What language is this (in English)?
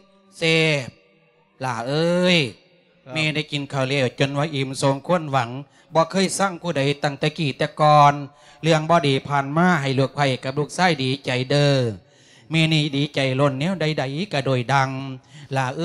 Lao